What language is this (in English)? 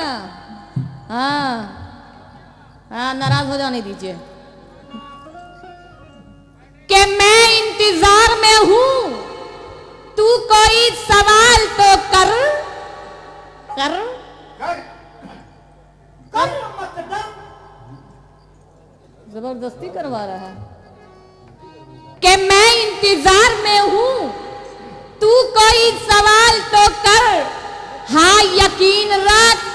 Hindi